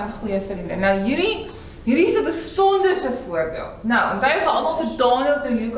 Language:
Afrikaans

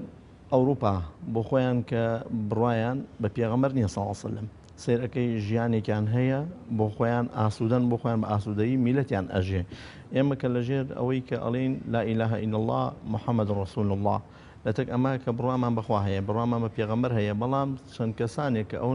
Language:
Central Kurdish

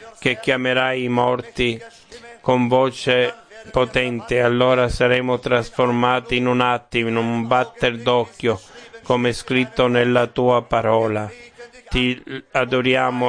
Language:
Italian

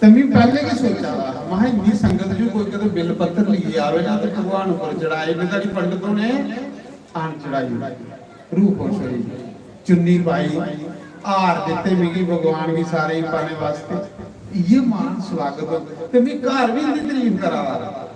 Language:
Dogri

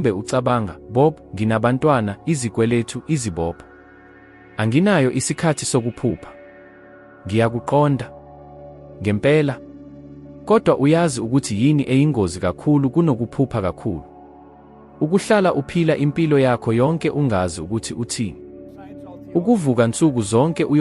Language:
Zulu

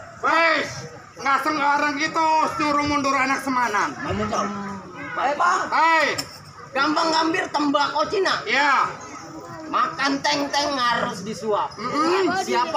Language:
Betawi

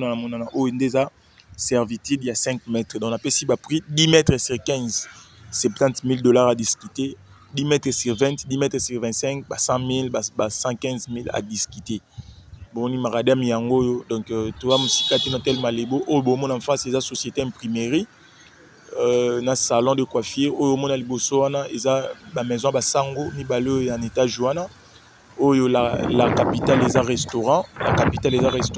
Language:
Lingala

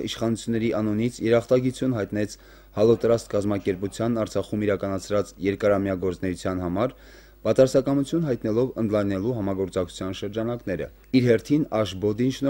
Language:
Armenian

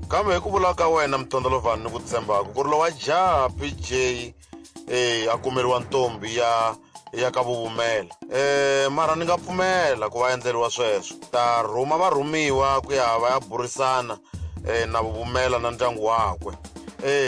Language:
Tsonga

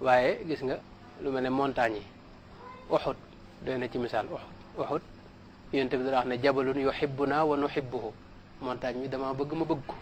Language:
Wolof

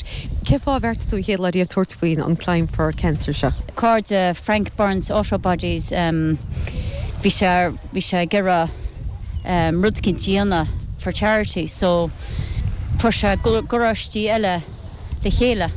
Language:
Irish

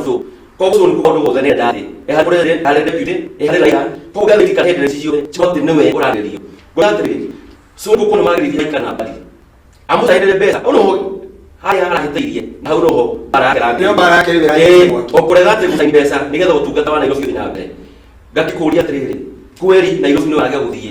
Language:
Kikuyu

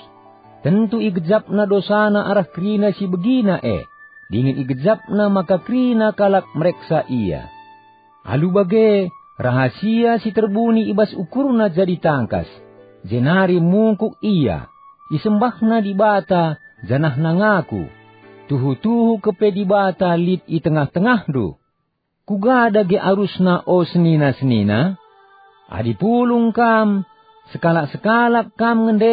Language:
Batak Karo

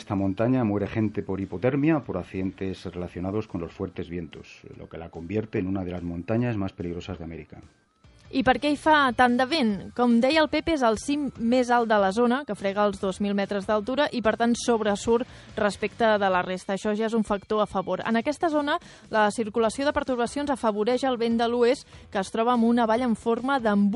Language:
Catalan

